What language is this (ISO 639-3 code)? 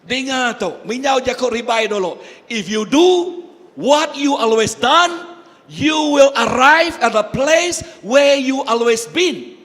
iba